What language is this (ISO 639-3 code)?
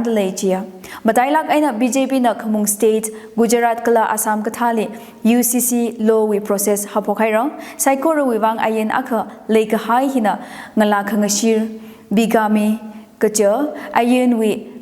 nmf